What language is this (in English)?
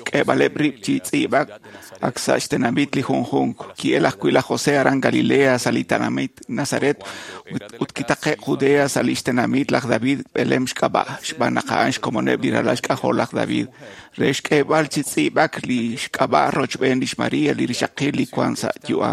Kekchí